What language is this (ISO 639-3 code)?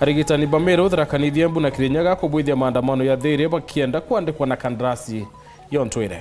mer